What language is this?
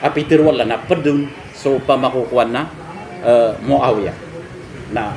Maranao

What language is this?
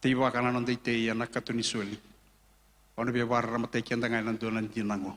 Fijian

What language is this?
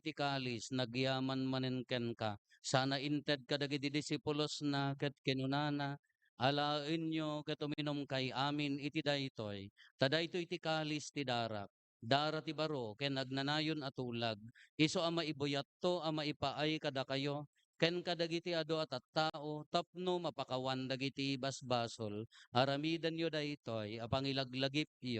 Iloko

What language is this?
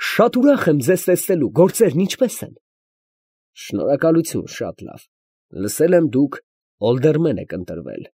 Armenian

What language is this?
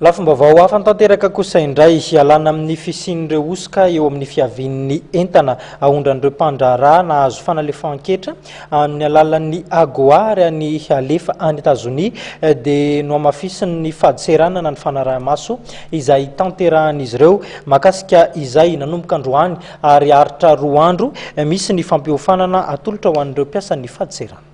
Malagasy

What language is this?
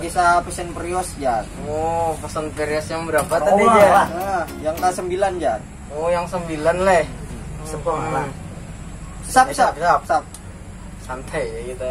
Banjar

